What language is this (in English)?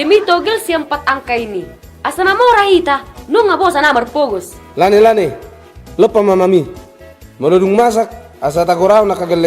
Batak Toba